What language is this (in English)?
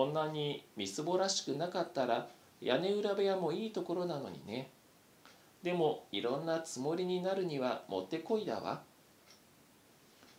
Japanese